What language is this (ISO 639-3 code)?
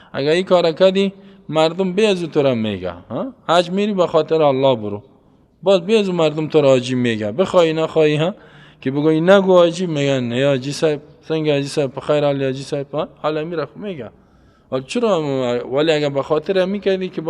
fas